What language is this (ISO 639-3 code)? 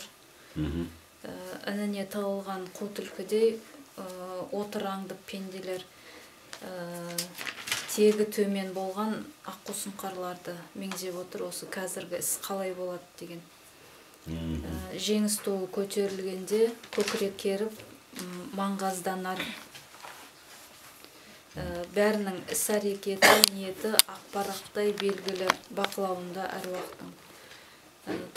kaz